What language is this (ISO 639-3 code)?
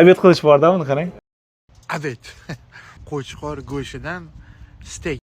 uzb